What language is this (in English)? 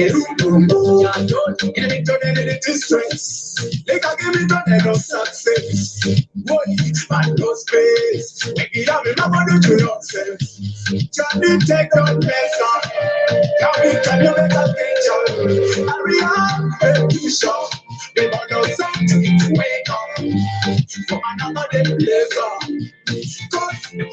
Kumam